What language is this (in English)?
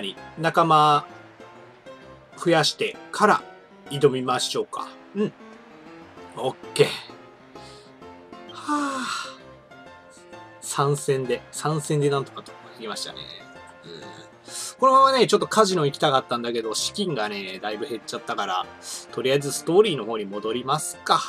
Japanese